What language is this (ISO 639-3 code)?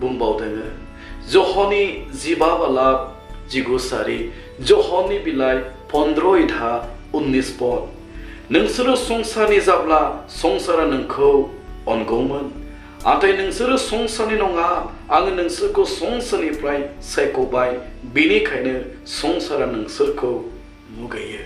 brx